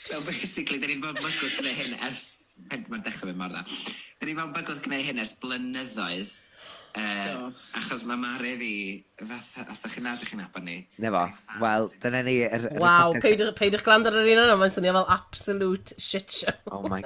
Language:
Welsh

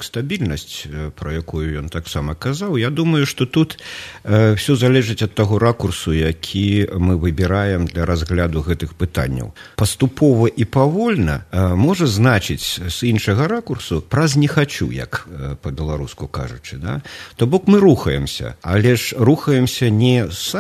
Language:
Belarusian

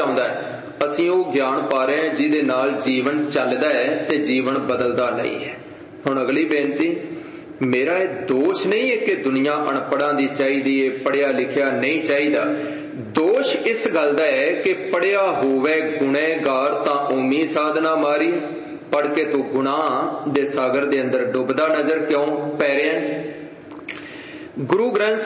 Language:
Punjabi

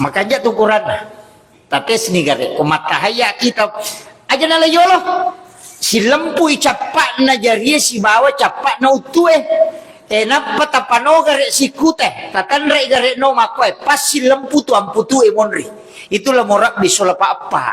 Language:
Buginese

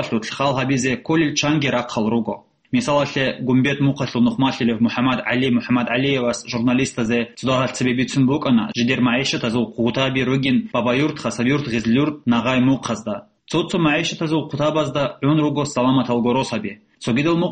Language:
Avaric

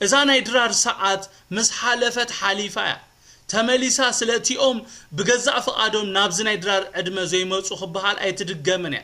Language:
Tigrinya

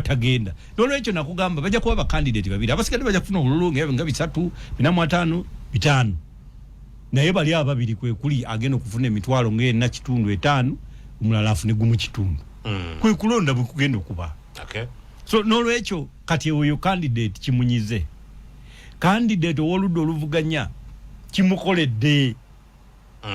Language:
Ganda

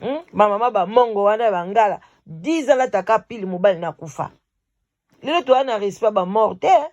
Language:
Lingala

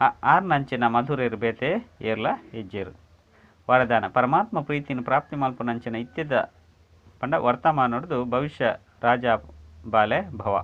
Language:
Tulu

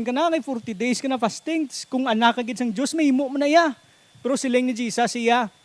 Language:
Hiligaynon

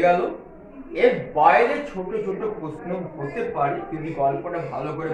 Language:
Bangla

